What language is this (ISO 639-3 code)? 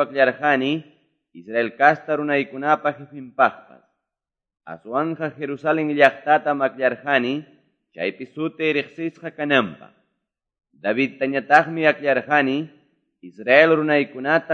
que